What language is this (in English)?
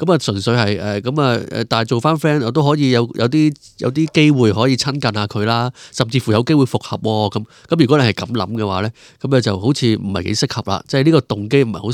Cantonese